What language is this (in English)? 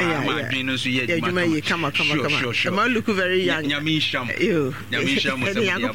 Akan